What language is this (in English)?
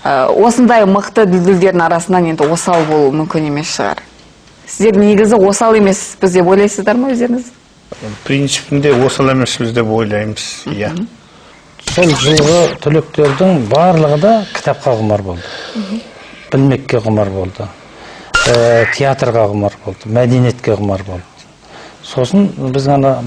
Kazakh